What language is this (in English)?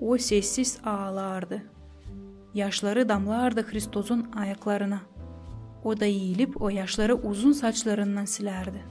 Gagauz